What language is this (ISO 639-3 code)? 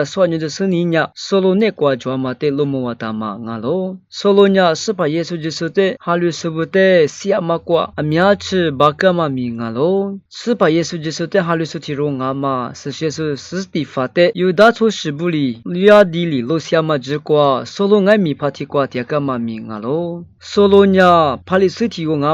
lis